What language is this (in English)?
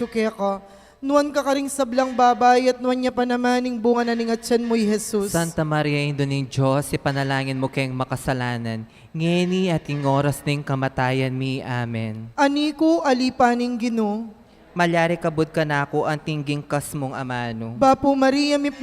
Pampanga